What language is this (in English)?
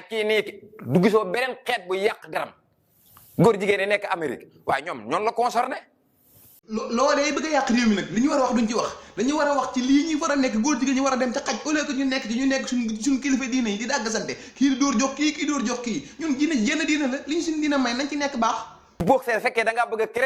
Wolof